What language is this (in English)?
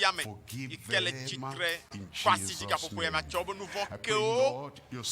Ewe